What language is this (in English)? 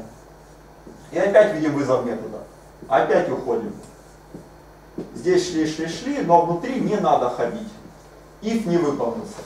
Russian